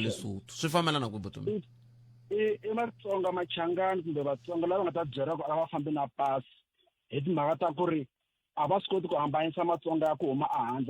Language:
Tsonga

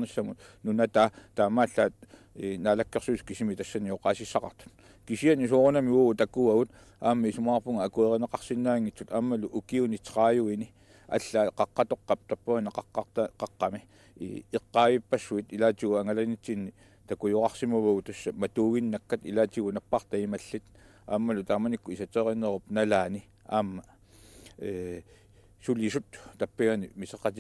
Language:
Kalaallisut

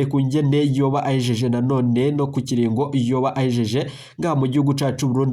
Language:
Rundi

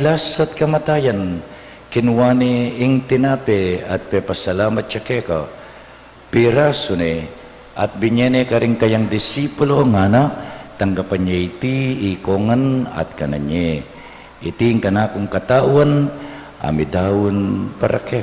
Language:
Pampanga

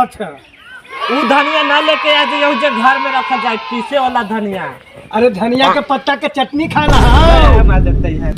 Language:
Magahi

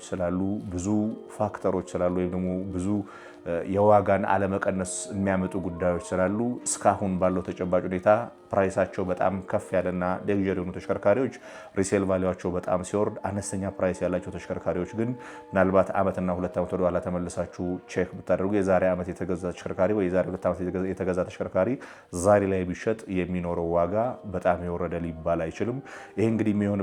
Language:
Amharic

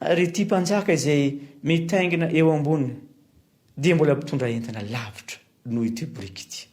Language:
Malagasy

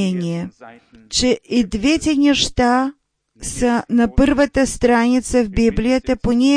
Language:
Bulgarian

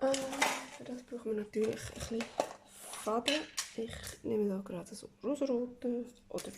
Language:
Swiss German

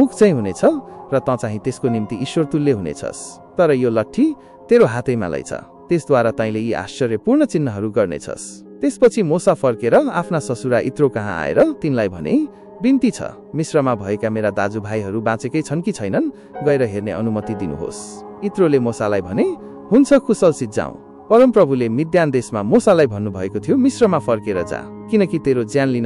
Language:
Nepali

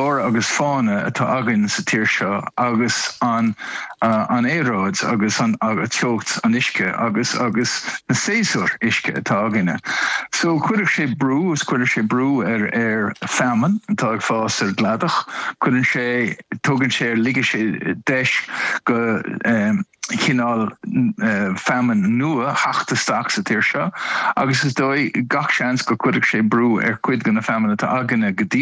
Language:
Irish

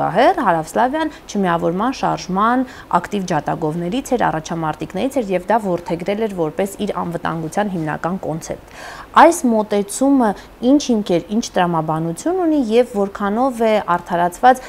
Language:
Armenian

